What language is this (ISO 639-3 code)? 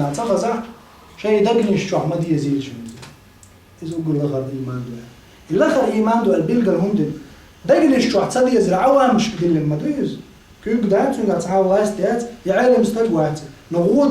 che